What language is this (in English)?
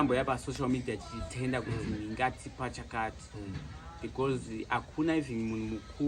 Shona